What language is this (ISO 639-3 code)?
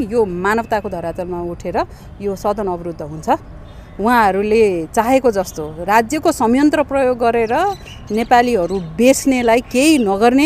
nep